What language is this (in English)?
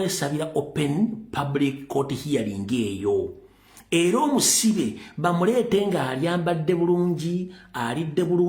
Ganda